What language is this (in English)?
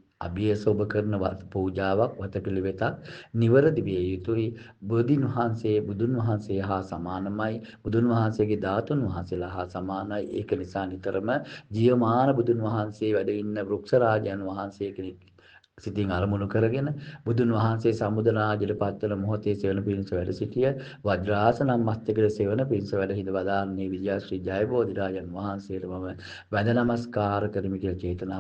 Sinhala